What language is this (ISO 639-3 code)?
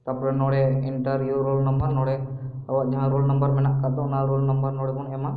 sat